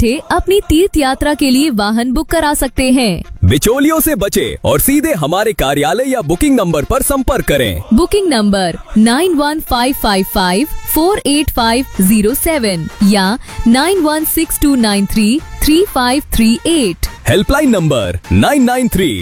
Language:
Hindi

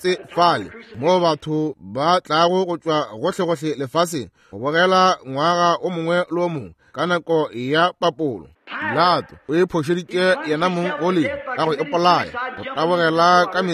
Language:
Northern Sotho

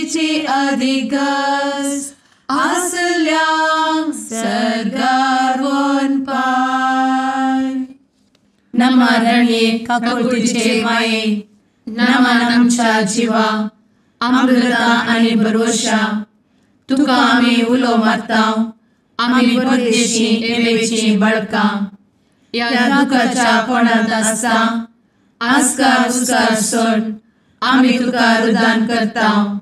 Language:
Konkani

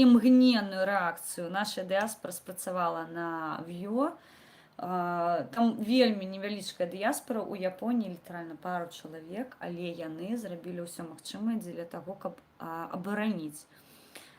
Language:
Belarusian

